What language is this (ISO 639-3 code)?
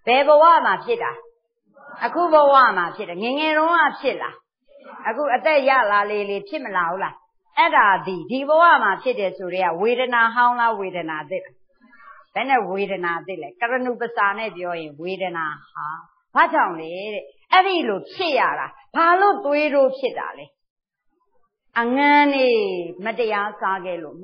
mya